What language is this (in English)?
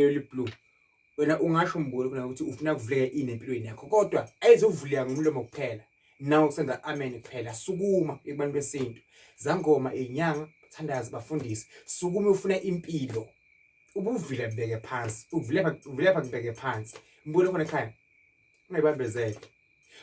Zulu